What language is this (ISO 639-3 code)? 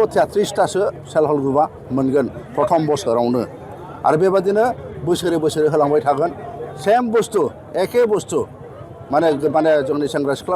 brx